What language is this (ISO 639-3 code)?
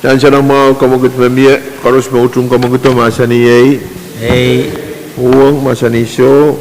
pon